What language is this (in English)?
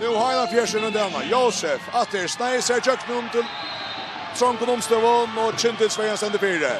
Faroese